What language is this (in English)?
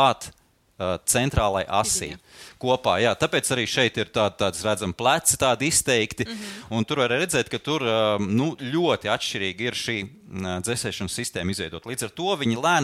Latvian